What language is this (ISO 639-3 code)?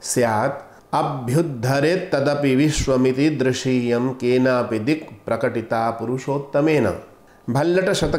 san